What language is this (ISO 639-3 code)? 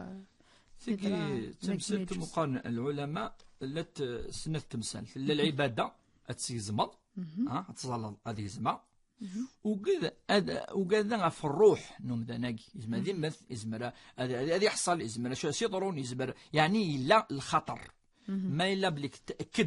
kab